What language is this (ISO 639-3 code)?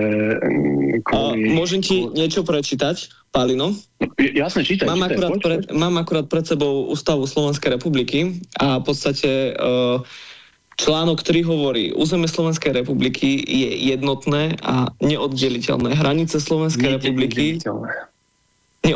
slk